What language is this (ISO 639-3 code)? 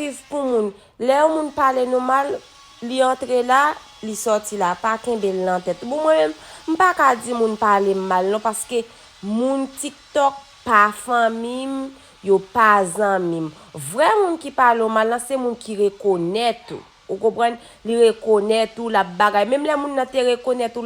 hat